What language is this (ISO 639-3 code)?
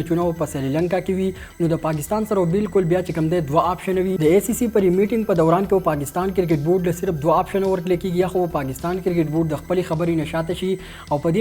pus